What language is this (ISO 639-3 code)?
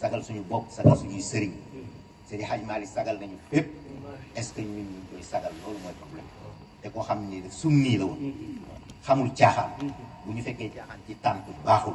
wol